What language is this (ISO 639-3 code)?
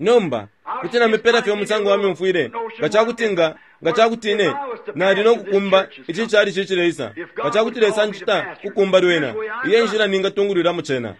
bem